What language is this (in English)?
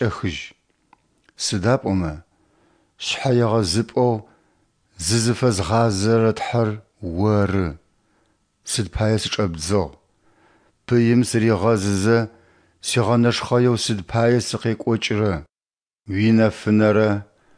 Adyghe